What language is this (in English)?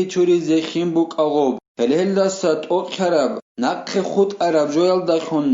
Avaric